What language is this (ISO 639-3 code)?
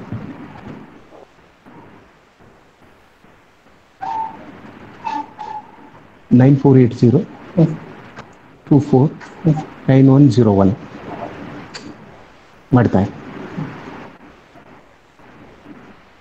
kan